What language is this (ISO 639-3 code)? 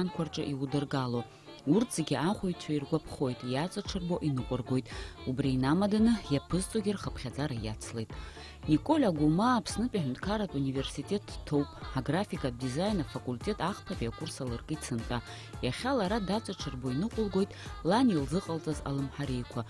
abk